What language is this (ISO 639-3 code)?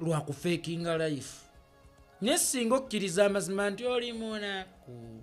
lug